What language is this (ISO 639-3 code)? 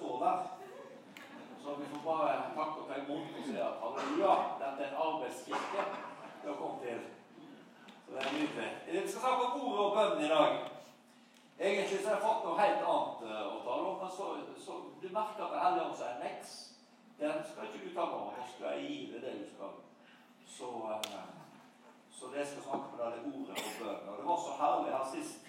nor